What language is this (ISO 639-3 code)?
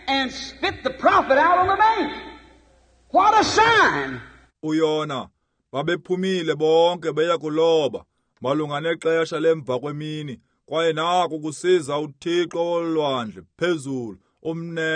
xho